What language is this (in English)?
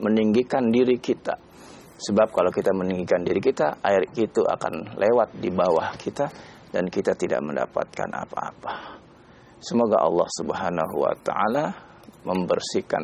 Indonesian